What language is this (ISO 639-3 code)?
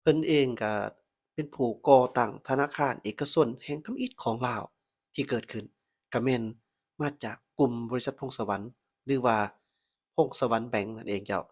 lao